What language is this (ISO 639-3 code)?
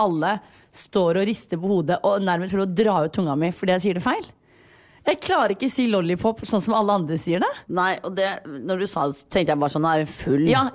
nor